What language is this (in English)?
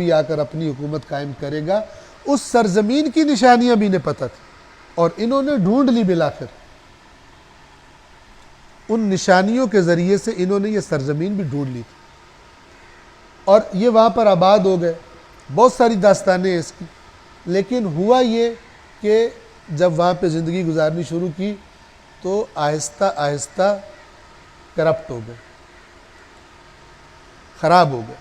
Urdu